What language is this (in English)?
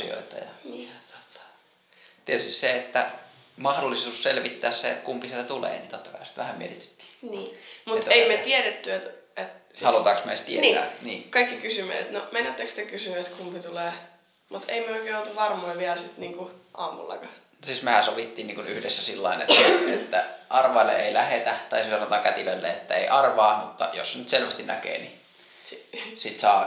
Finnish